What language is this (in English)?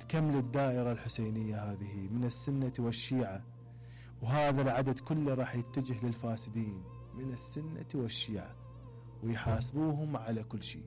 Mesopotamian Arabic